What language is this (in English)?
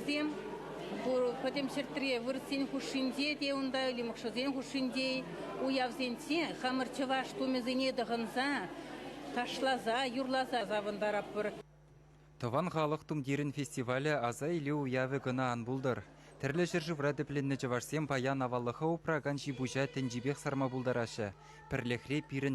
Chuvash